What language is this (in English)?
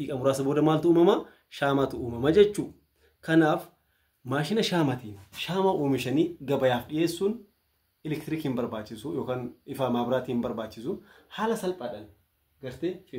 Oromo